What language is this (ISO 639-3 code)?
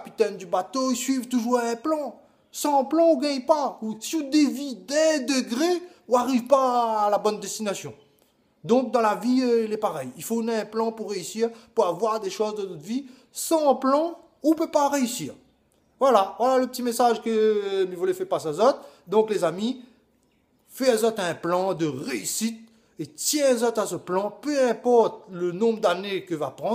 rcf